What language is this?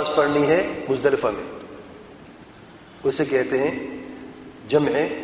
Urdu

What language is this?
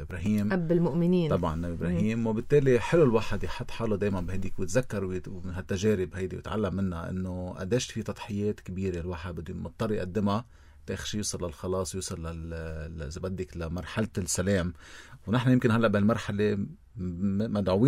North Levantine Arabic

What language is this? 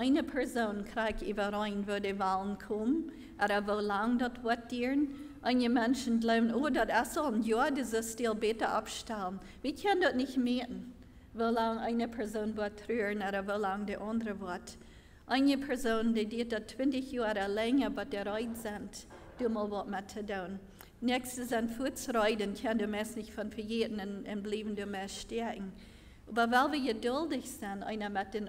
Plautdietsch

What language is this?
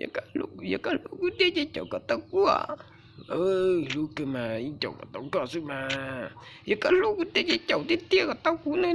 Hmong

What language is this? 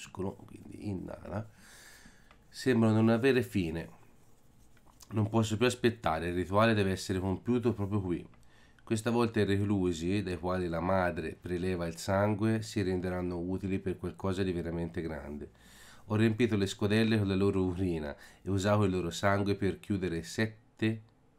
Italian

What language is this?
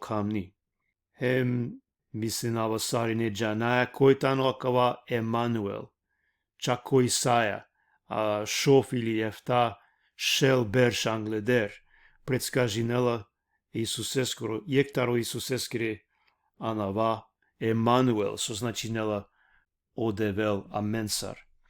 Balkan Romani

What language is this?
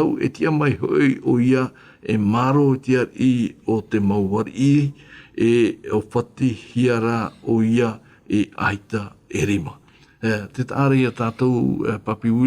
Tahitian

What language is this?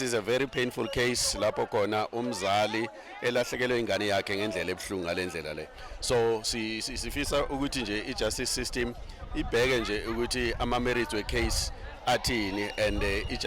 Zulu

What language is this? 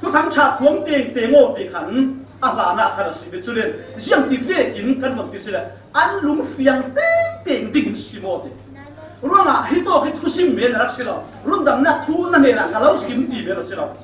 Falam Chin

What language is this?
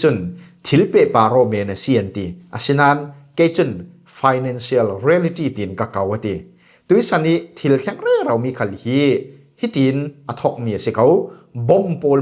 Falam Chin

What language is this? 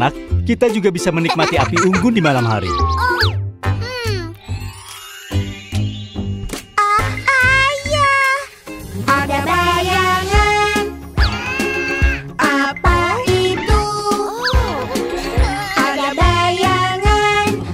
Indonesian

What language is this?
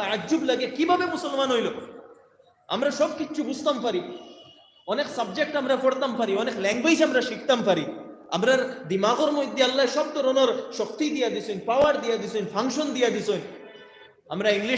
Sylheti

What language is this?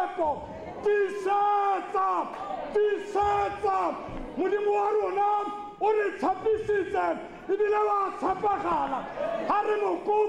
Tswana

